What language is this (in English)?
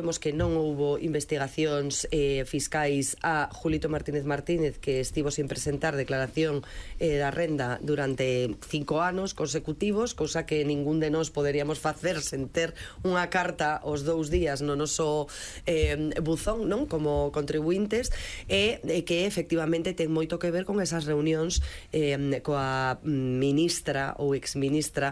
Galician